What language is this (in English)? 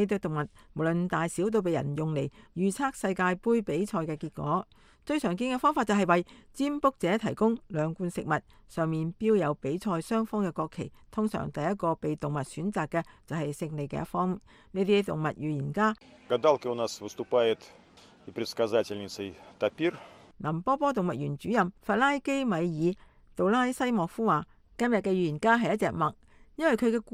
Cantonese